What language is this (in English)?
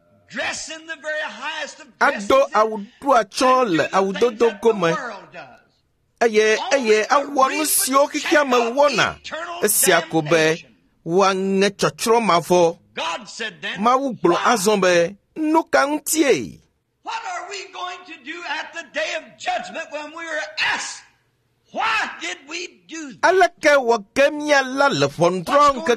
Ewe